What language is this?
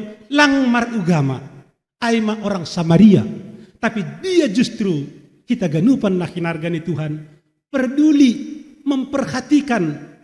Batak Simalungun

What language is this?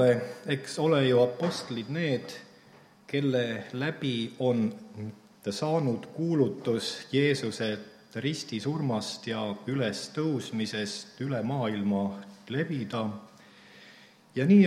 Estonian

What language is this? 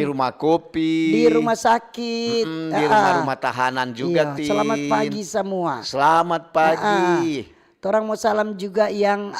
Manado Malay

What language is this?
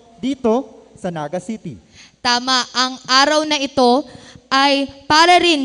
Bikol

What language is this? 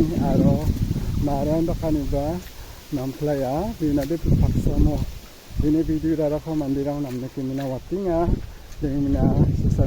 Garo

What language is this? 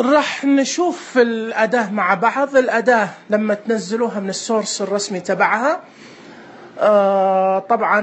Najdi Arabic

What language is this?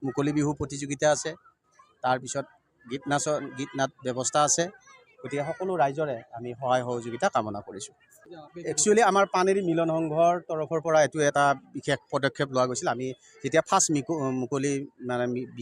Assamese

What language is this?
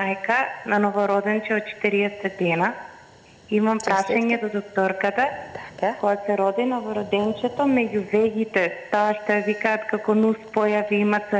Macedonian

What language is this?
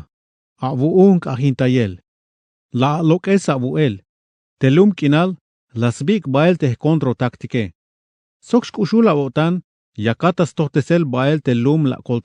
Tzeltal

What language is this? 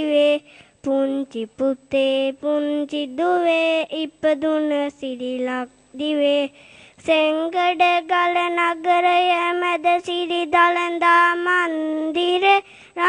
Sinhala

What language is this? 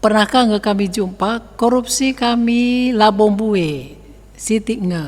Batak Karo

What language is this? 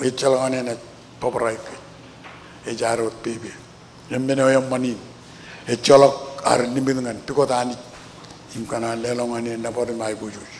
Marshallese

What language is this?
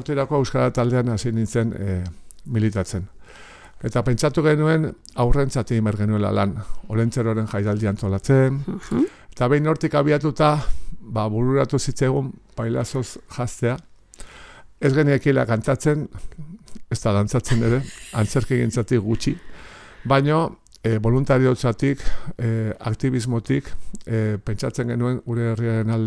Basque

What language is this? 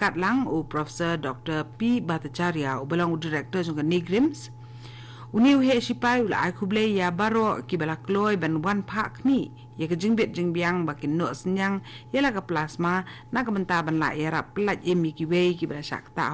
Khasi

